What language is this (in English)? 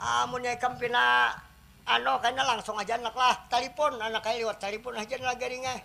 Banjar